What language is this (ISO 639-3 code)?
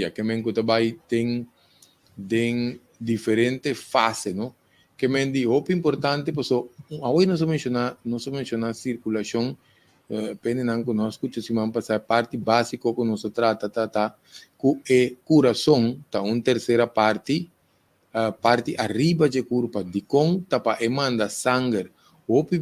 pap